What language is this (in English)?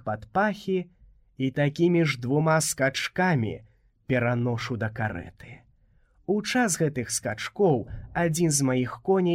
Belarusian